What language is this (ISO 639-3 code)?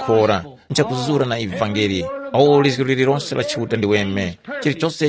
tum